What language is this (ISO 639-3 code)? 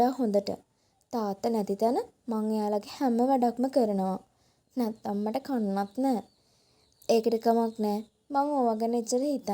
sin